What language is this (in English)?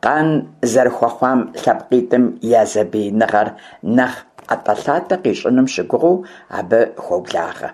Kabardian